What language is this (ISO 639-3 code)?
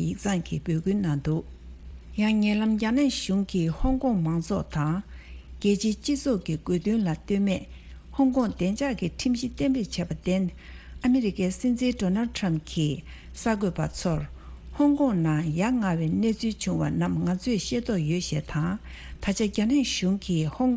bod